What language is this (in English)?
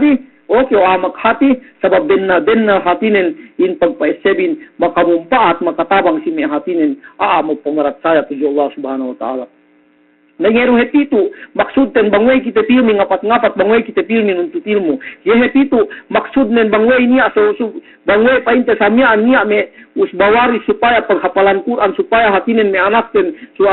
Yakan